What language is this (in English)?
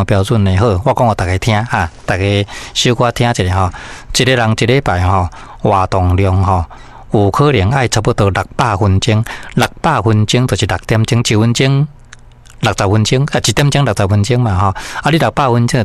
Min Nan Chinese